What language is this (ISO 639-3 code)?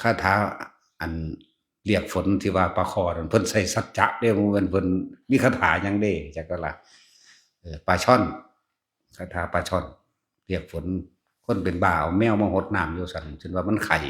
lao